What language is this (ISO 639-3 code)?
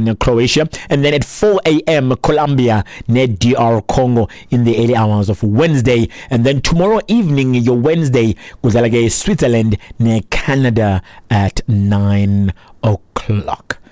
xho